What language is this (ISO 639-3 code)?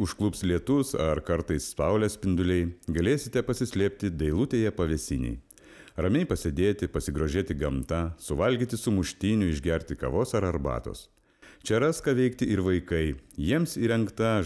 lit